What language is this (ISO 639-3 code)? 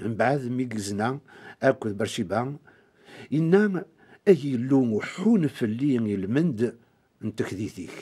kab